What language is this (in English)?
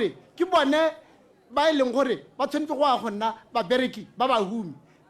Tswana